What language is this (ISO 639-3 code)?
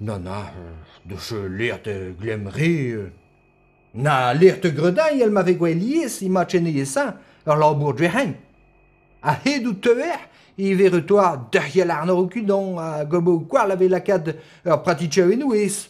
bre